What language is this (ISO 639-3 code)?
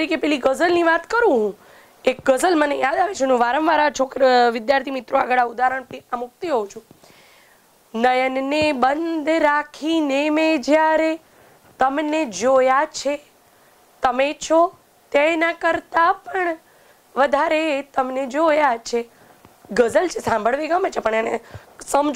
guj